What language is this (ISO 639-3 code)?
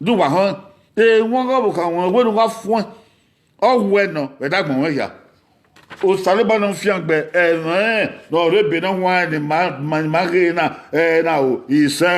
bin